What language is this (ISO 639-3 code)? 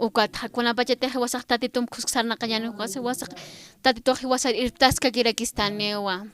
aym